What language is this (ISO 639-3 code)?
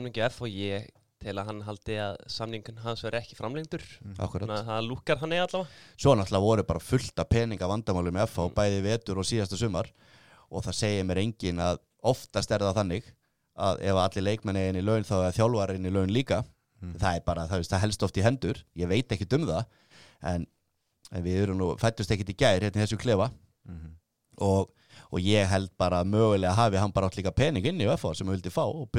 isl